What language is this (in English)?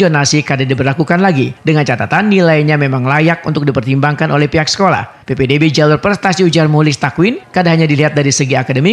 Banjar